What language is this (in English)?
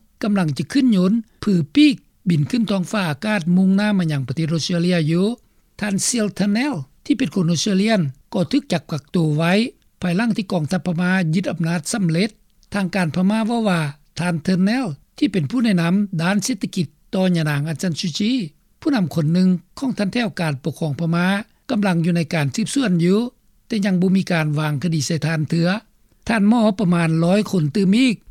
Lao